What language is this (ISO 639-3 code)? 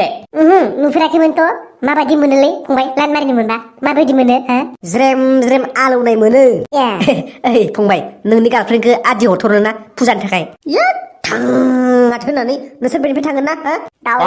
brx